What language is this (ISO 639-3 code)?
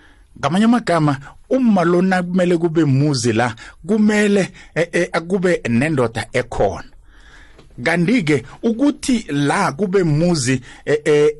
nbl